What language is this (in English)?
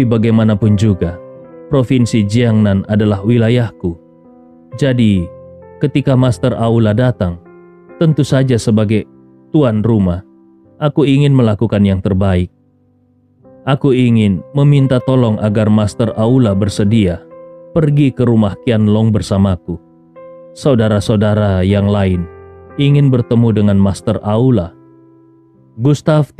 Indonesian